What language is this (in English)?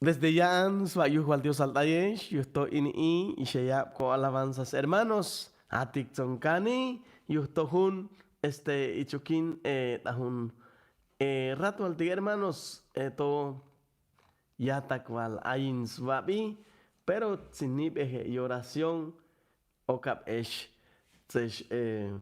Chuj